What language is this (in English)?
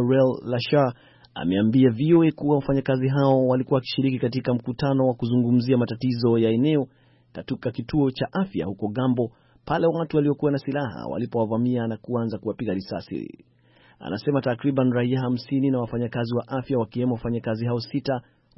Swahili